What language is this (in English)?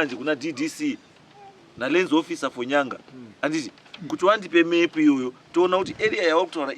Shona